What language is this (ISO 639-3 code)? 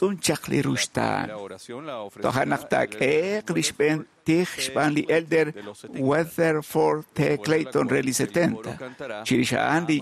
kek